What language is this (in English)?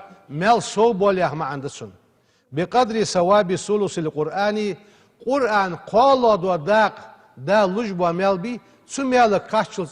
Ingush